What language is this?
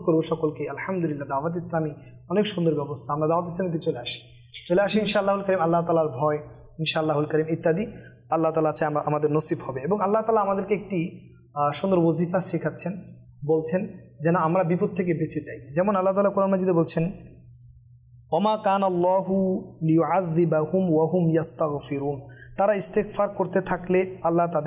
Bangla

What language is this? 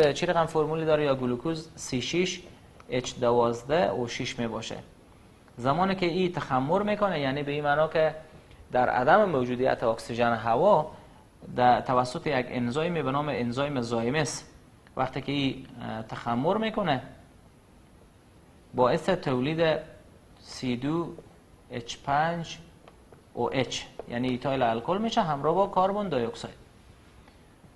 Persian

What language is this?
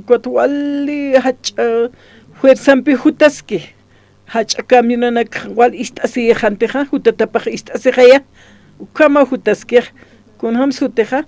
Aymara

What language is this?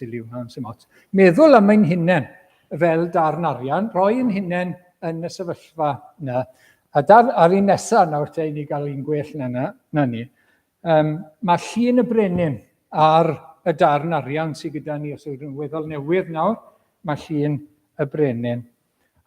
Welsh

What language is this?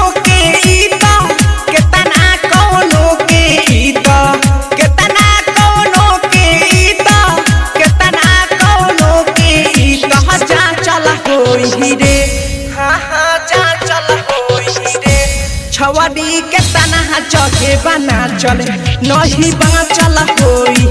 Bhojpuri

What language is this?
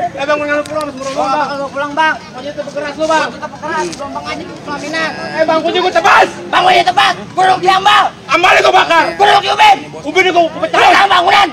Betawi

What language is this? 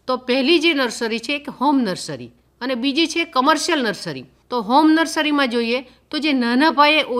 Gujarati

